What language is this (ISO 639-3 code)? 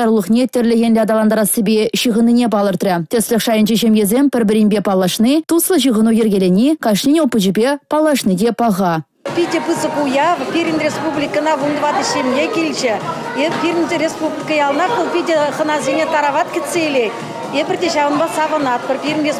chv